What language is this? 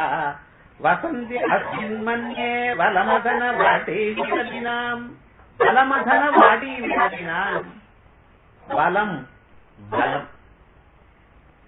Tamil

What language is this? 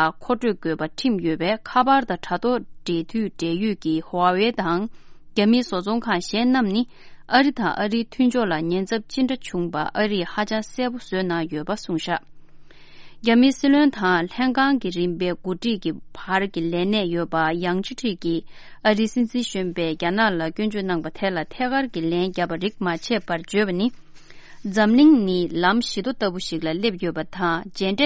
Tibetan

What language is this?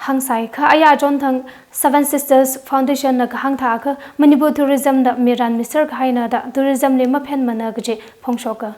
Tangkhul Naga (India)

